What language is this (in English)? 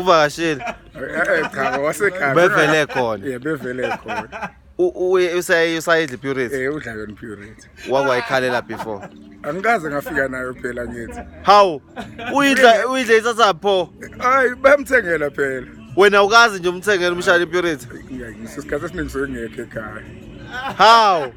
Zulu